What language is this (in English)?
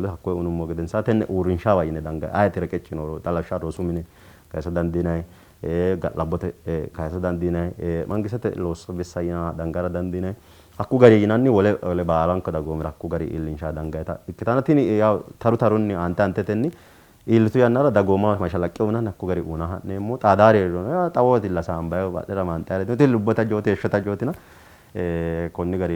Sidamo